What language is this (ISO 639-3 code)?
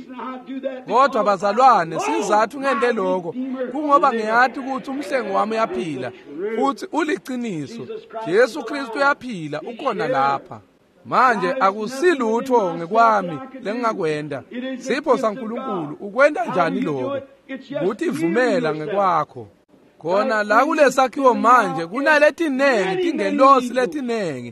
ssw